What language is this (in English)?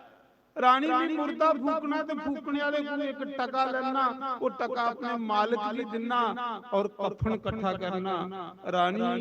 Dogri